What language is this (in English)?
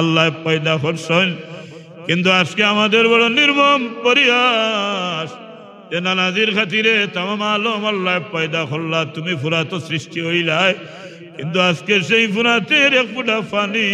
Sylheti